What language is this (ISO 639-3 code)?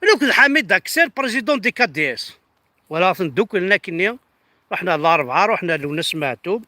kab